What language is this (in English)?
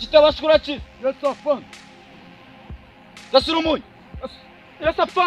Kinyarwanda